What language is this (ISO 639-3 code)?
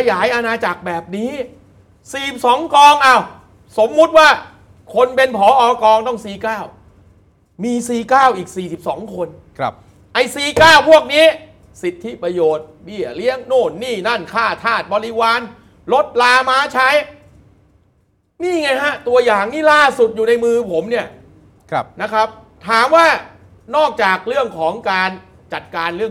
tha